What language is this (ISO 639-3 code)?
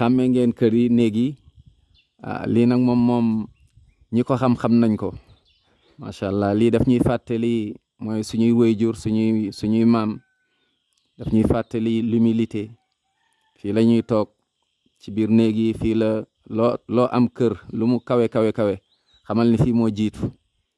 wol